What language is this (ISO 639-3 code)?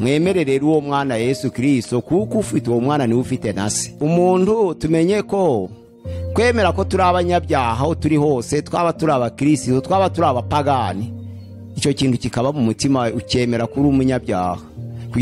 kin